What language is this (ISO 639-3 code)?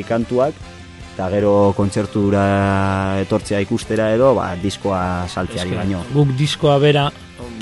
eus